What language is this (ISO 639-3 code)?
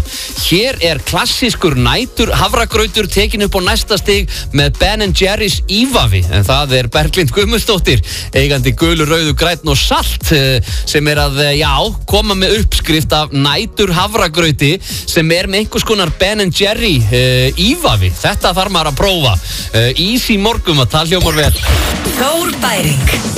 isl